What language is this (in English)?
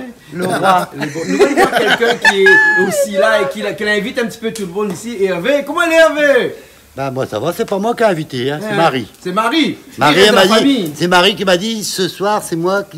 Réunion Creole French